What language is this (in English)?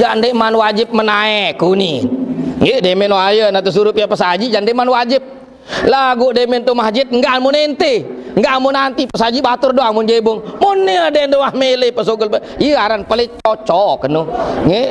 Sasak